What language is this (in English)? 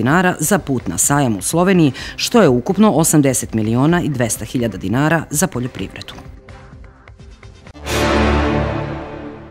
Serbian